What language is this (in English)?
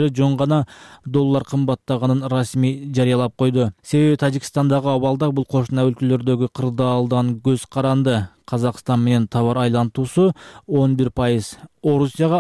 Kyrgyz